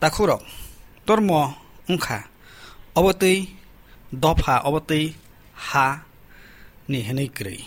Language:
Kok Borok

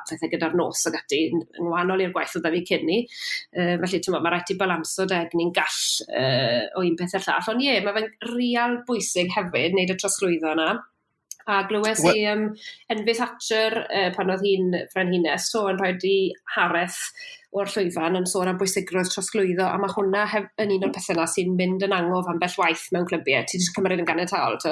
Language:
Welsh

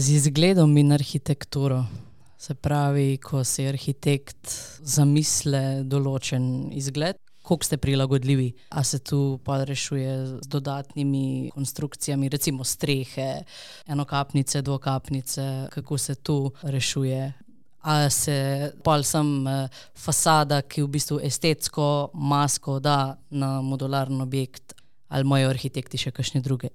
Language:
Slovenian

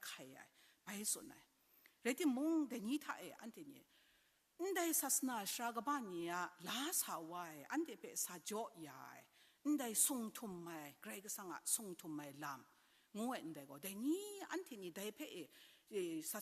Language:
Kachin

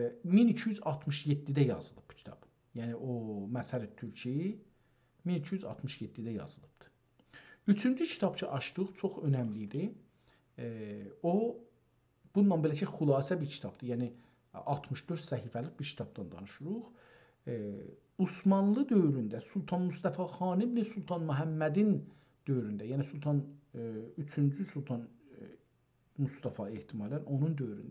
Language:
South Azerbaijani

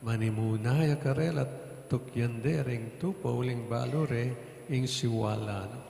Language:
Pampanga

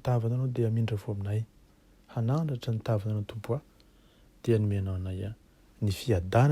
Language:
Malagasy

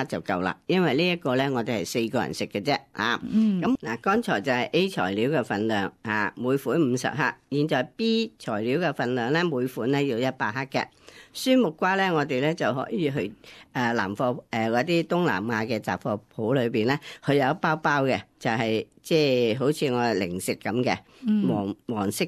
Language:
Cantonese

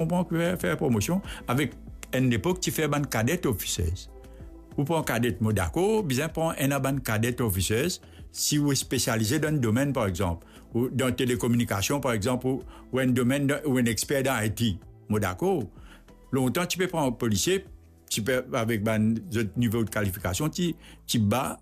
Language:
Morisyen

